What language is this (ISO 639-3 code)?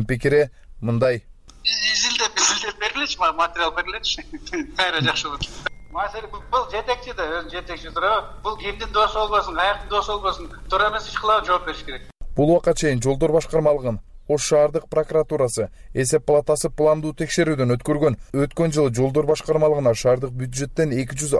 kir